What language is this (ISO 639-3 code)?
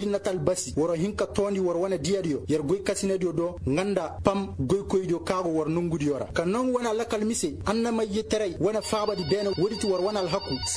ses